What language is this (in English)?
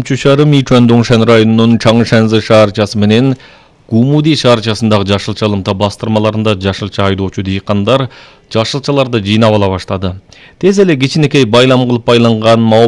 Kyrgyz